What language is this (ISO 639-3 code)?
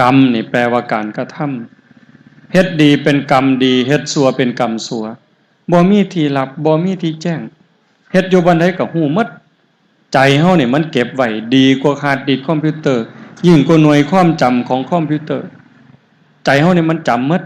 tts